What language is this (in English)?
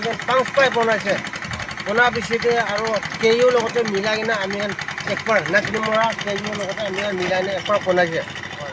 Naga Pidgin